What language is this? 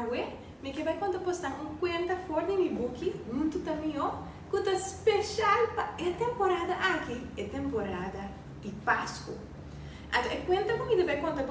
Papiamento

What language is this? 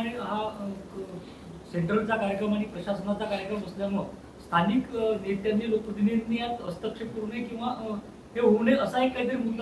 Marathi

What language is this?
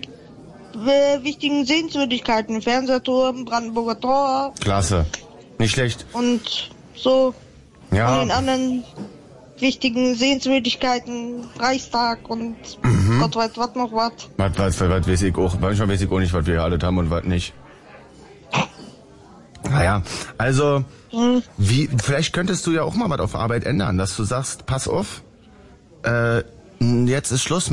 German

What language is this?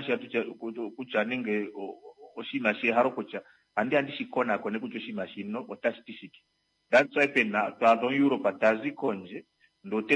Kuanyama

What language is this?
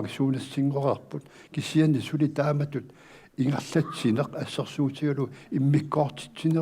Kalaallisut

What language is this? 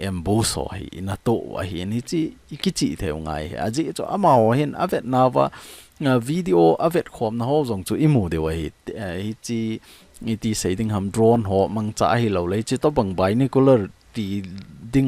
Thado Chin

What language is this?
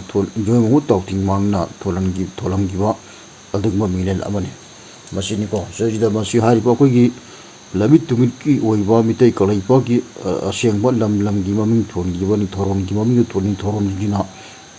Manipuri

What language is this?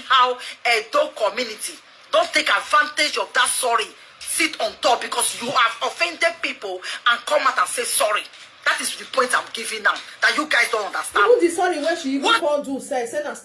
Nigerian Pidgin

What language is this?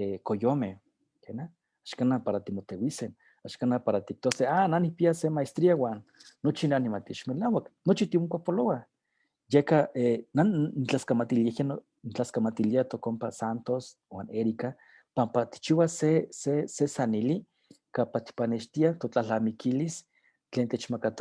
Eastern Huasteca Nahuatl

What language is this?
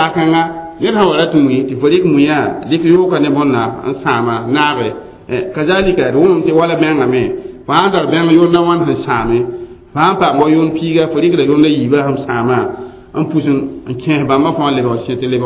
Mossi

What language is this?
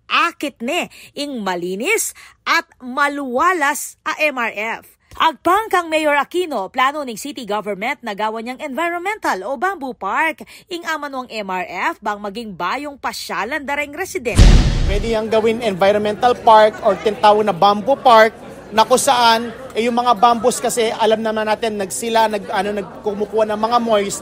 Pampanga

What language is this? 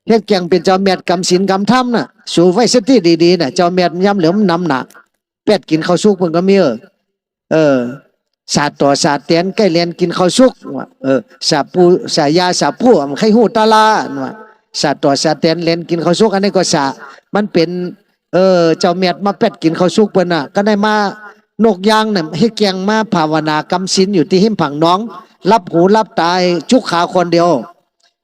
Shan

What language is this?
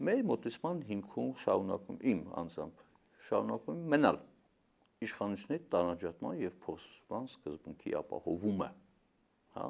Armenian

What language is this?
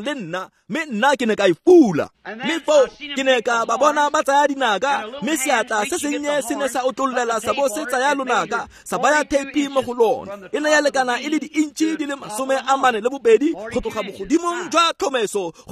Tswana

